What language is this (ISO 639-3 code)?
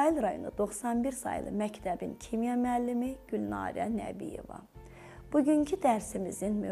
aze